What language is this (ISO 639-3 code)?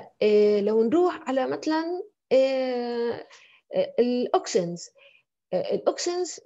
ajp